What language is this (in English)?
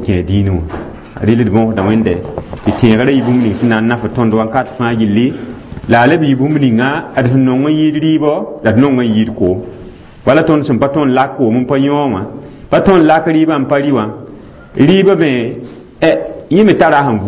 Mossi